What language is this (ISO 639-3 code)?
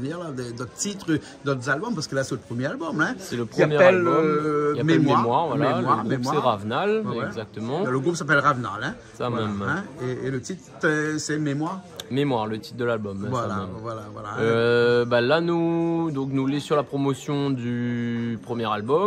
rcf